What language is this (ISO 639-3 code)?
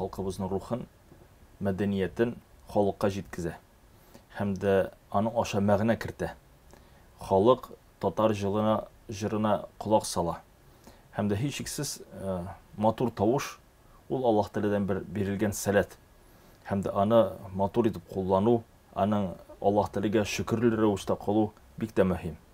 tat